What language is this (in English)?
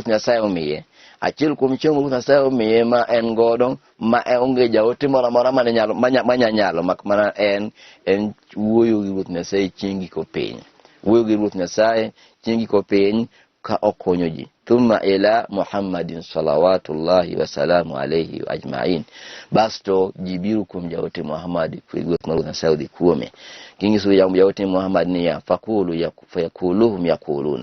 Luo (Kenya and Tanzania)